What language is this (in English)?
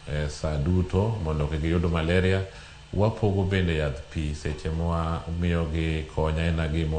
Luo (Kenya and Tanzania)